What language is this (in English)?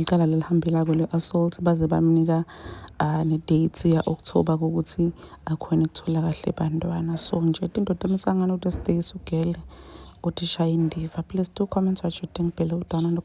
Zulu